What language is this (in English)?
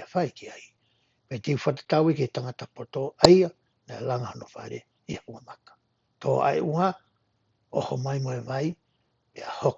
Tongan